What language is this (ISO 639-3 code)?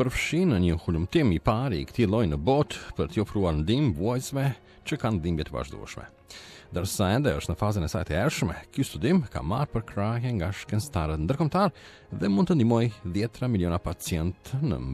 sqi